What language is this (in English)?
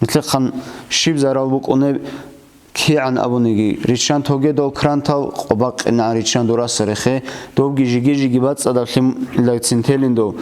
Avaric